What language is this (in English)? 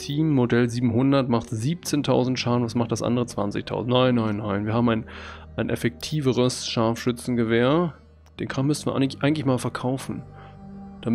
German